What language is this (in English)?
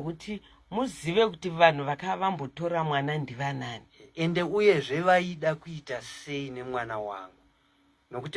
Shona